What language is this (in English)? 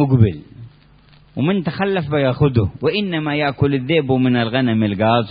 Arabic